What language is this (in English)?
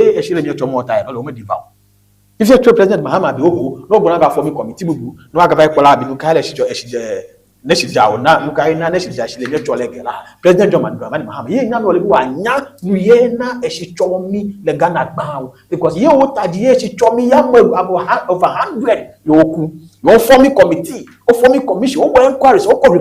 Ewe